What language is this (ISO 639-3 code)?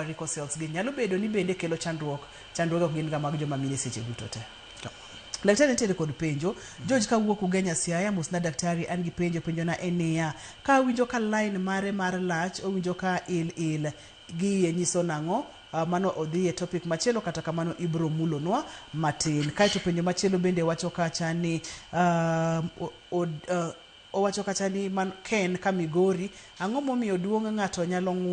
luo